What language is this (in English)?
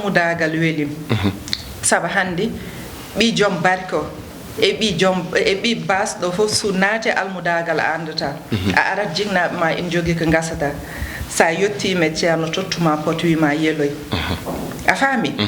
Fula